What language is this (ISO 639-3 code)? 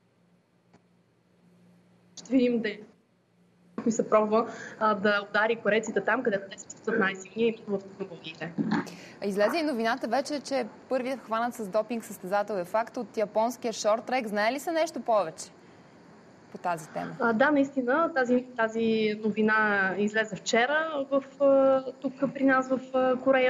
bul